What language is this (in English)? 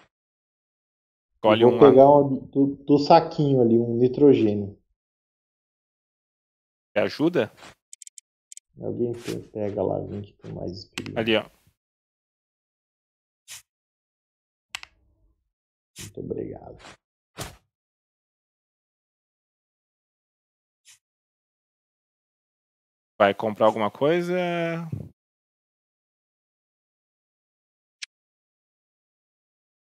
Portuguese